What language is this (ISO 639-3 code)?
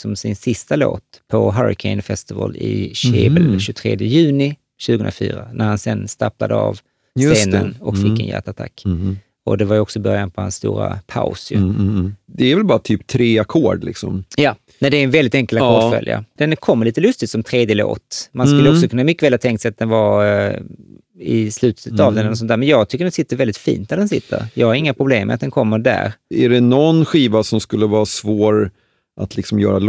swe